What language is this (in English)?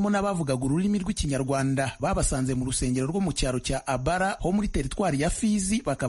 Kinyarwanda